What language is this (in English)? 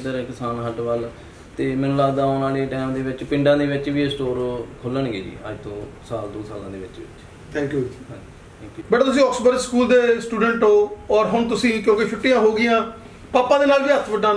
Punjabi